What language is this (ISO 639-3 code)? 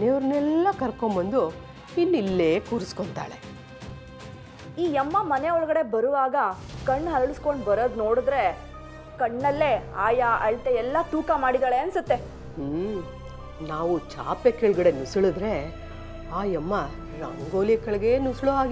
kan